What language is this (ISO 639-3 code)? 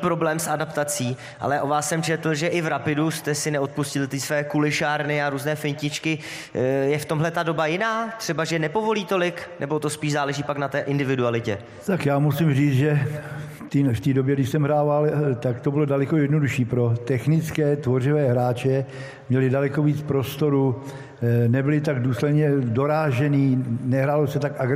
ces